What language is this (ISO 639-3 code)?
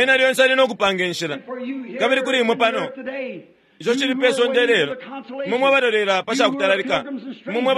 bem